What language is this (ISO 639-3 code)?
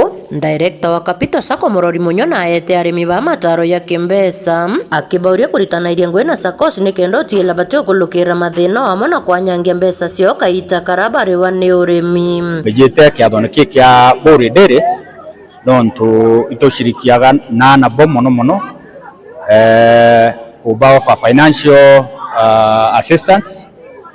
mer